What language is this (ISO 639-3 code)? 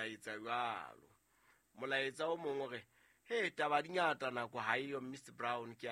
sot